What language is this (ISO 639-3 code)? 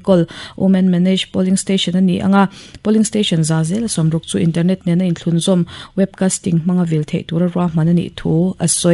lus